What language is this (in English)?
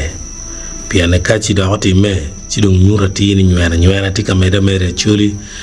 Acoli